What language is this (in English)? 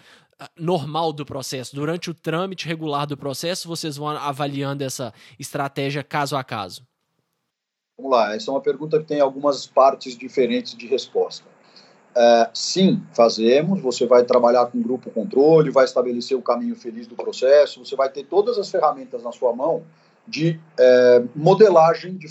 Portuguese